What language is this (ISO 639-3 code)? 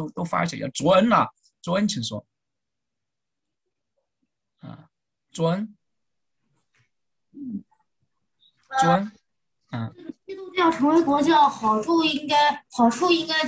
zho